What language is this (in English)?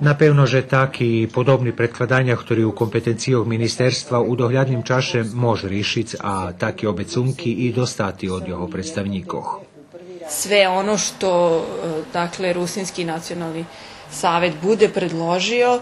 Rusyn